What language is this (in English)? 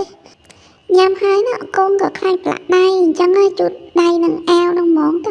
Khmer